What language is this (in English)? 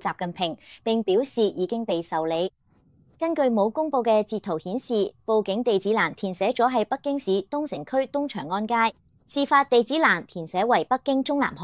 Cantonese